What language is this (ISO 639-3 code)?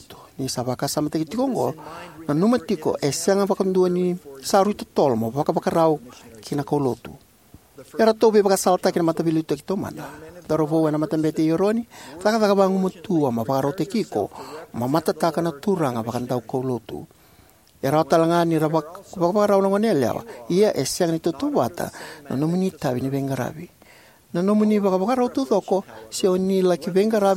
fij